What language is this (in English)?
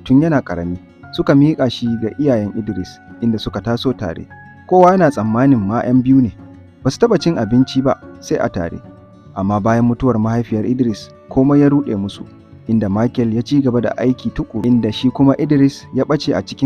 Hausa